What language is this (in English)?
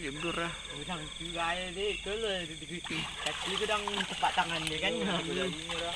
Minangkabau